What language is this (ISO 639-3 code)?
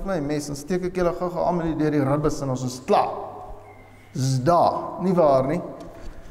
afr